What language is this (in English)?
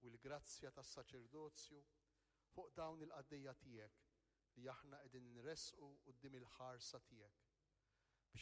Maltese